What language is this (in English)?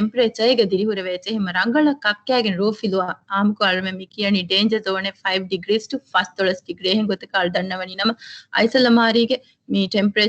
Divehi